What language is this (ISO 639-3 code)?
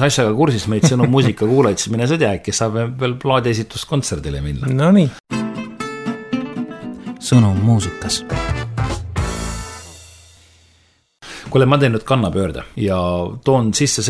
est